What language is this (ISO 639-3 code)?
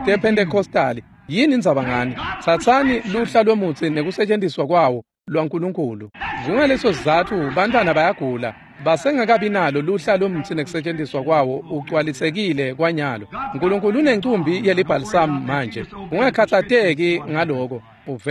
ssw